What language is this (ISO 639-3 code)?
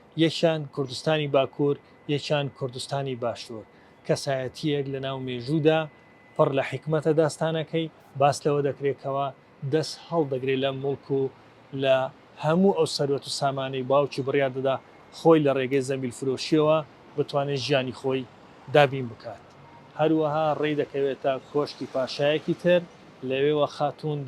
ckb